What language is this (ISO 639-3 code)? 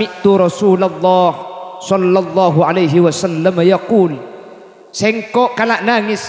mad